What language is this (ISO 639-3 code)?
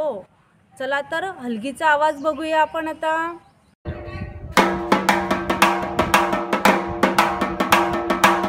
mar